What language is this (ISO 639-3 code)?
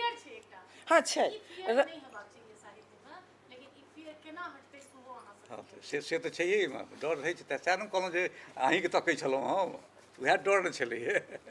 mai